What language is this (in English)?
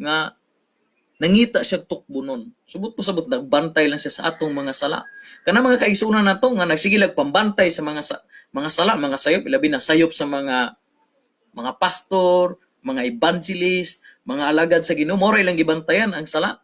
Cebuano